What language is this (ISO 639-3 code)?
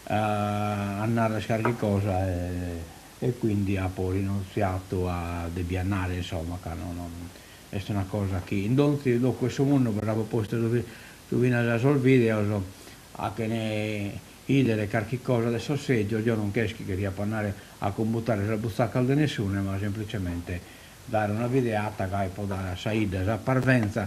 srd